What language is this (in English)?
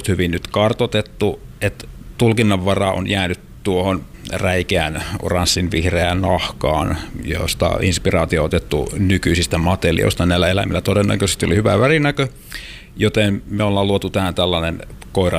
Finnish